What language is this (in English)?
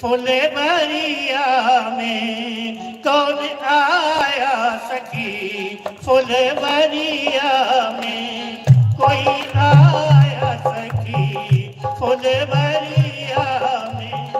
Dogri